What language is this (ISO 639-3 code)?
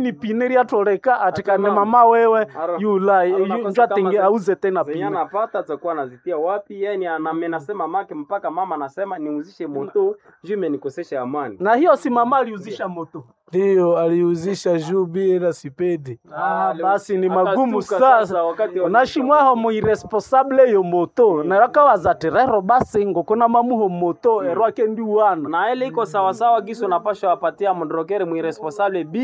swa